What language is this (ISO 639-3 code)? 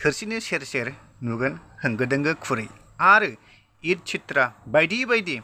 brx